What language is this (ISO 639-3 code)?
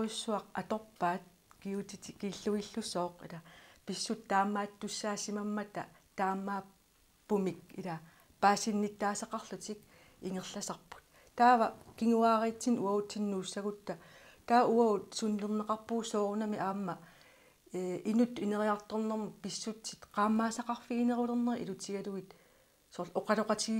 kal